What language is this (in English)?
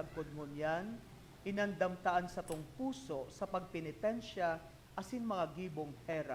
Bikol